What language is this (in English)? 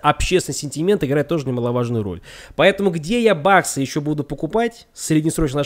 Russian